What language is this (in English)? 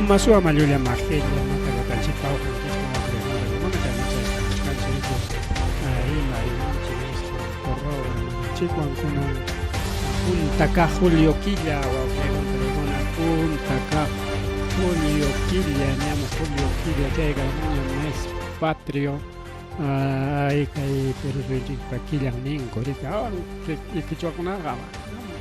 Ayacucho Quechua